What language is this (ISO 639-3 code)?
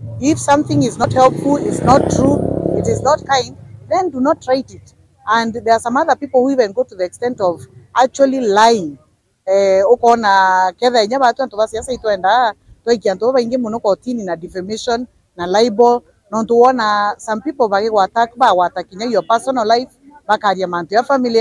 mer